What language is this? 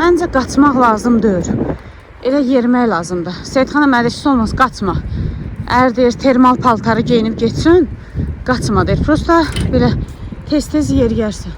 Azerbaijani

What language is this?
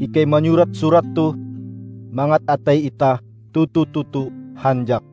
Ngaju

